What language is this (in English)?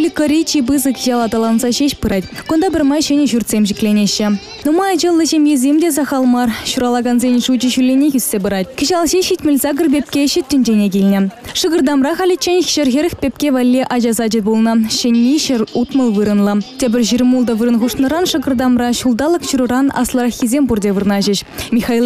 Chuvash